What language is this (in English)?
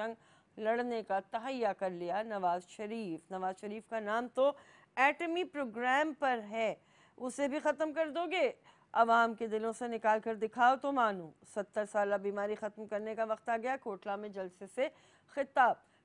Urdu